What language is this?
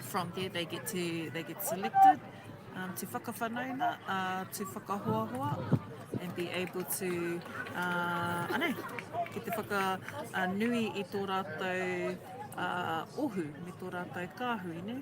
Māori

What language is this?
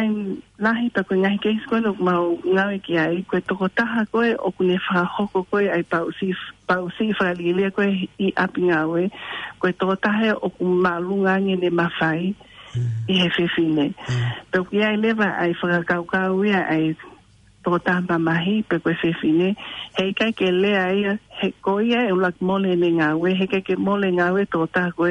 Tongan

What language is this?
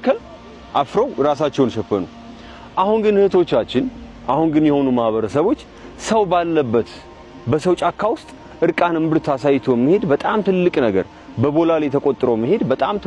Amharic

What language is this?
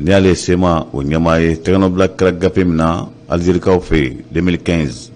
Bambara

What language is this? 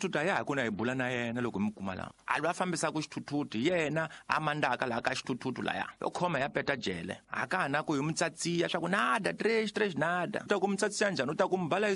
Tsonga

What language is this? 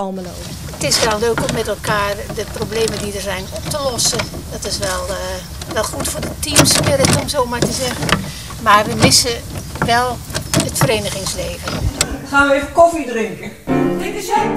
Dutch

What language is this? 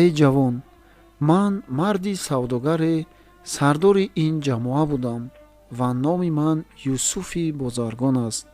Tajik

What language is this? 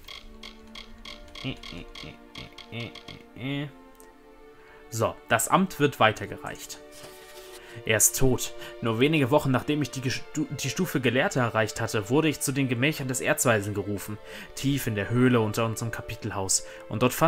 German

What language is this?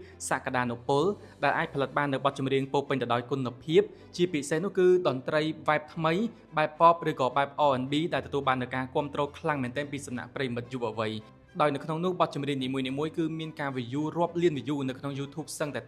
Khmer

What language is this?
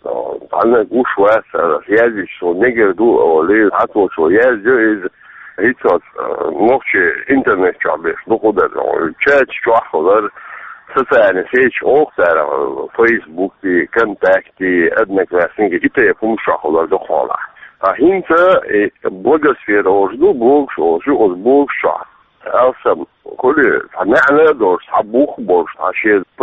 Chechen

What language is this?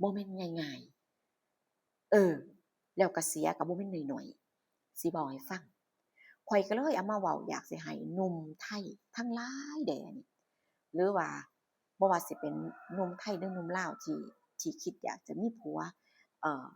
Northeastern Thai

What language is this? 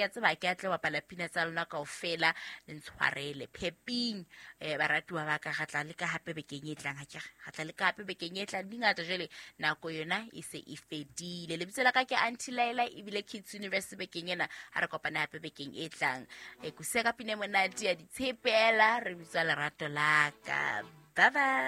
Southern Sotho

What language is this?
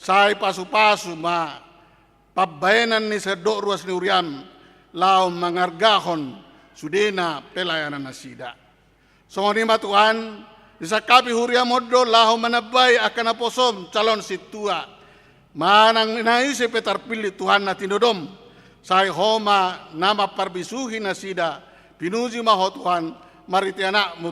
Batak Toba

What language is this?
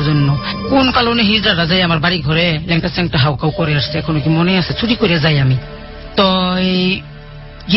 Bangla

